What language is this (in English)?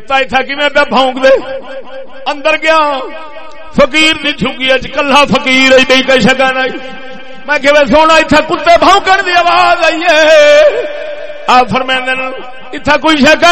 Saraiki